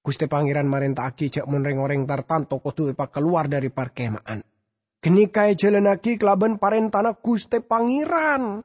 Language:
Madurese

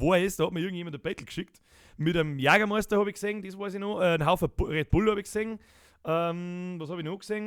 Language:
Bavarian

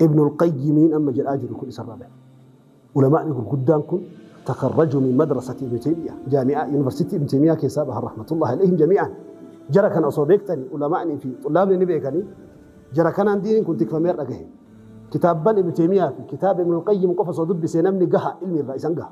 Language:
Oromo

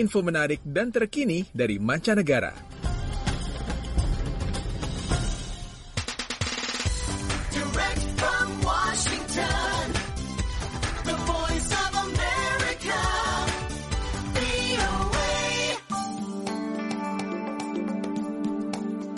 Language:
Indonesian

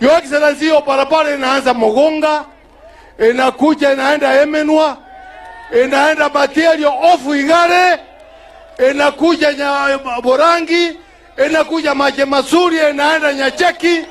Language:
Gusii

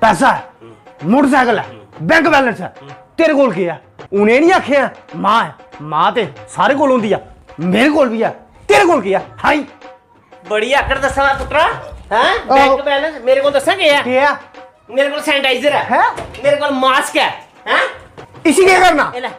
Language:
Dogri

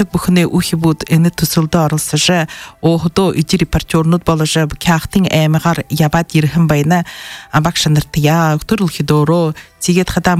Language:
Buriat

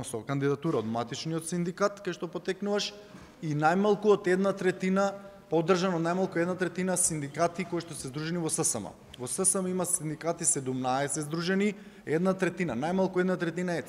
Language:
Macedonian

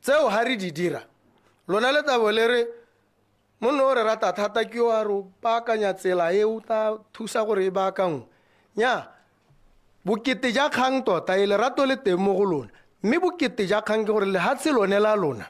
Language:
Tswana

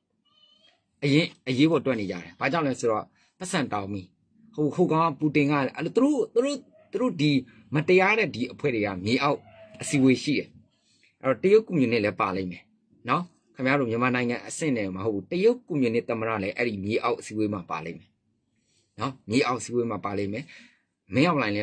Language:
Burmese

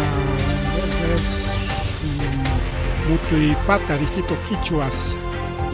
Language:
Ayacucho Quechua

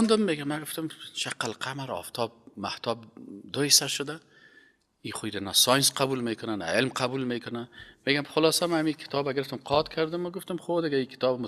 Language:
Persian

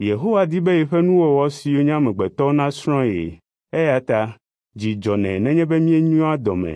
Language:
Ewe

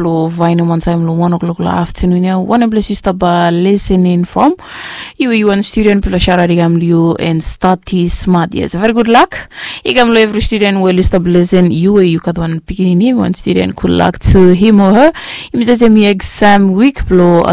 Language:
Bislama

